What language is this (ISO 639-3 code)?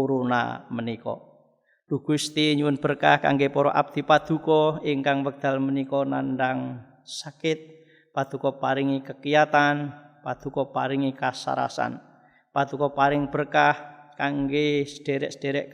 jav